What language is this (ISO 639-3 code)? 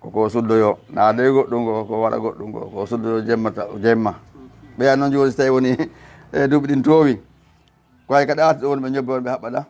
ful